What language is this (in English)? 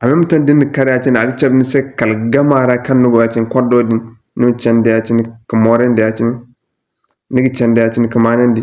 Zarma